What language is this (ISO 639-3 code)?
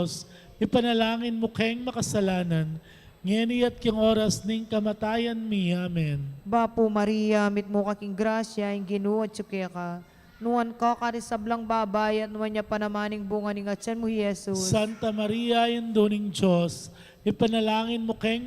pam